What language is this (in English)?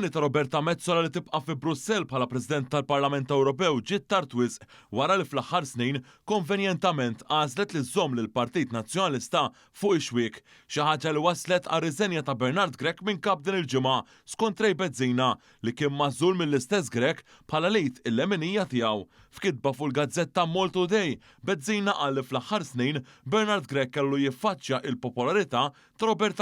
Maltese